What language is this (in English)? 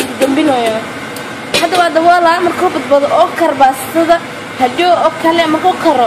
Somali